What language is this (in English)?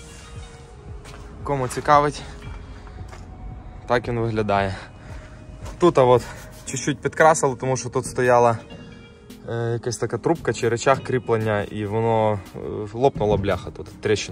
Ukrainian